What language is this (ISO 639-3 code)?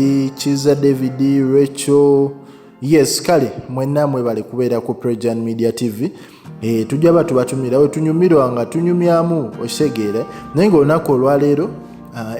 lug